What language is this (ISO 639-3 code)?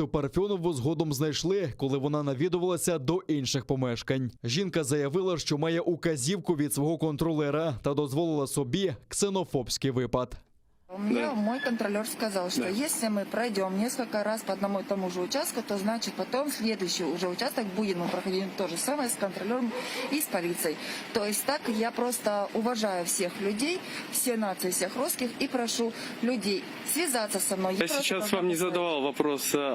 crh